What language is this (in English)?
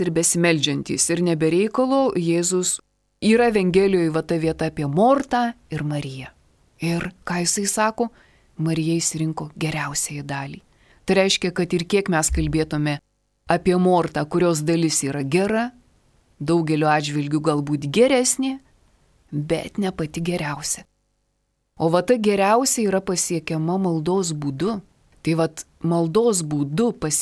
Lithuanian